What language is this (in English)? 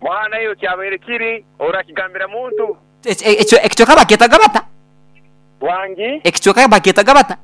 Nyankole